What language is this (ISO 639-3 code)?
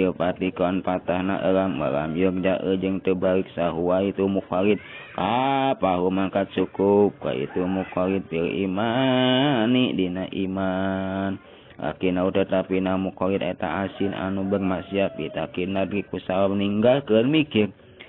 sun